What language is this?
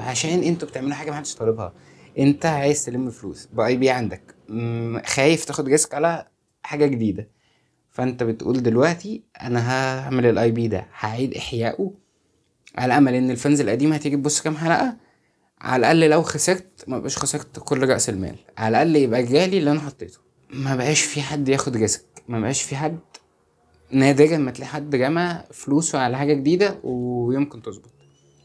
Egyptian Arabic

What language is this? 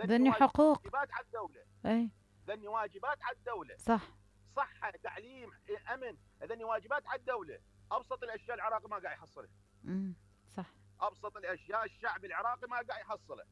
Mesopotamian Arabic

